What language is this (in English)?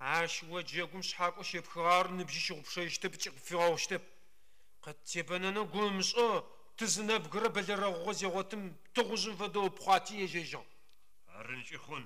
Adyghe